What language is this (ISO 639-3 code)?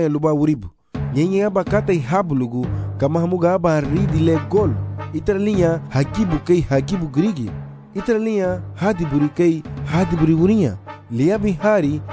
cab